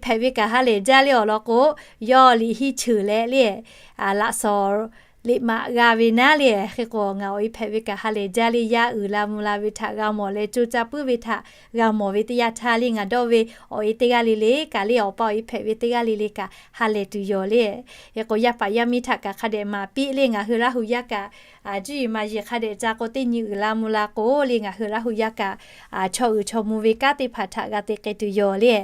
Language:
Lahu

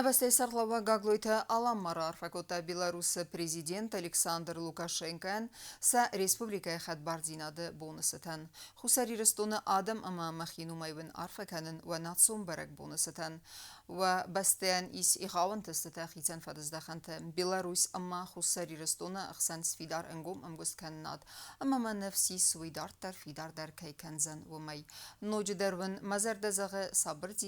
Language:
Ossetic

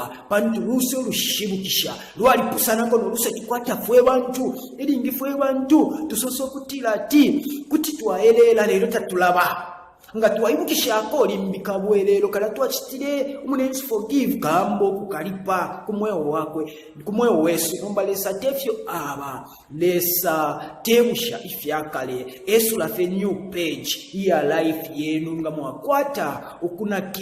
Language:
Bemba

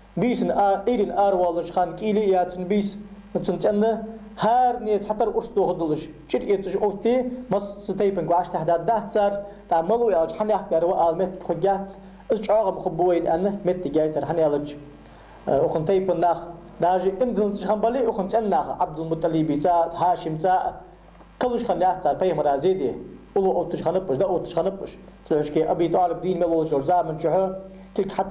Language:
Ingush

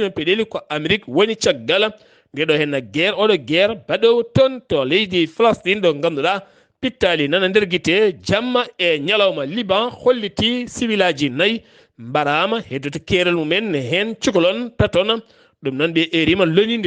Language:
Fula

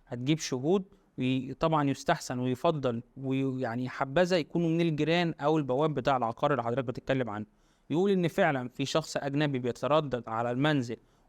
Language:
Egyptian Arabic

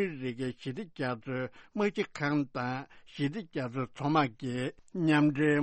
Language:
Tibetan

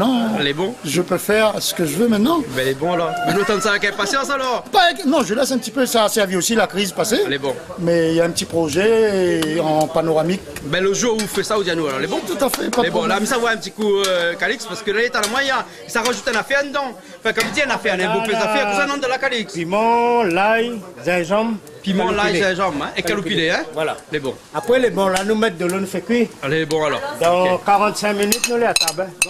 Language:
Réunion Creole French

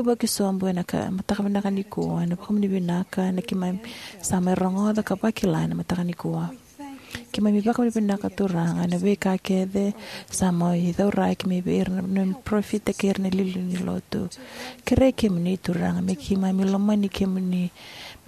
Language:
Fijian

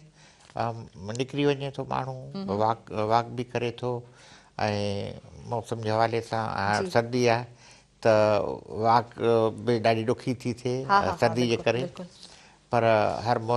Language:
Sindhi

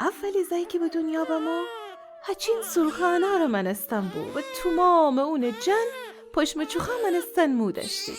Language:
Gilaki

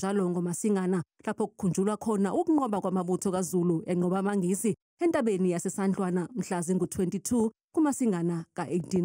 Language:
Zulu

